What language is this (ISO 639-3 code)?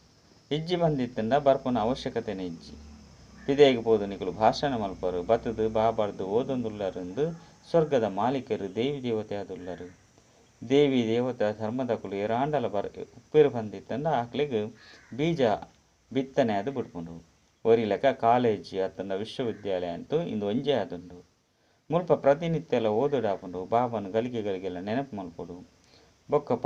tcy